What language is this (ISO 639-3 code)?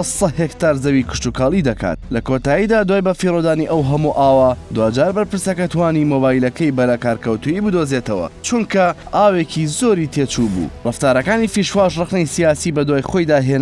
ckb